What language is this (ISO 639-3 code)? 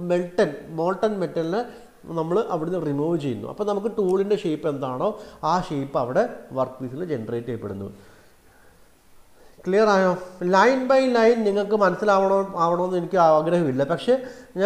mal